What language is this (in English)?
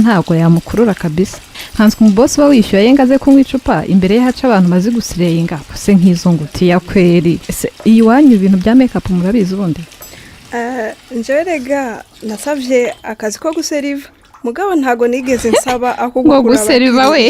Kinyarwanda